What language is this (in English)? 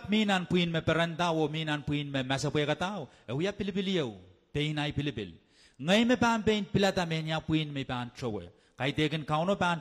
Pohnpeian